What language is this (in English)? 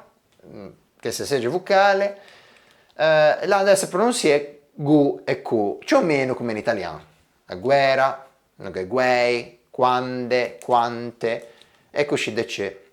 Ligurian